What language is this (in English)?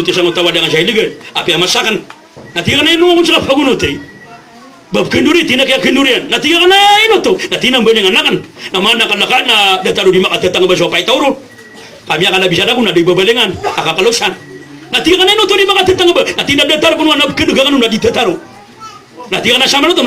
Maranao